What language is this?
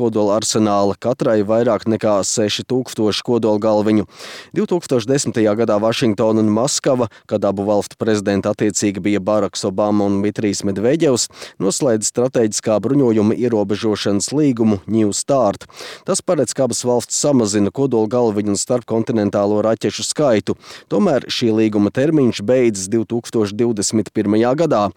Latvian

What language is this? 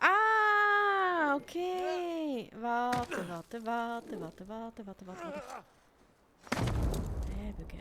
Swiss German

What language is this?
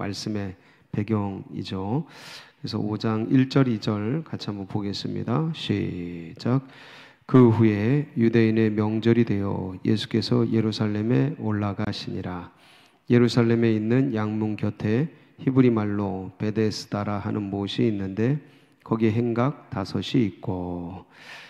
Korean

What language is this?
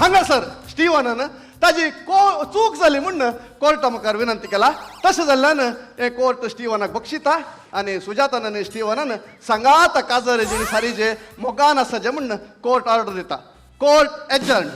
Konkani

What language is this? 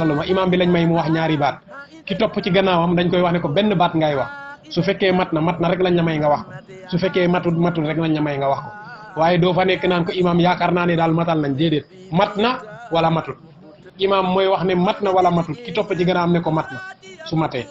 Wolof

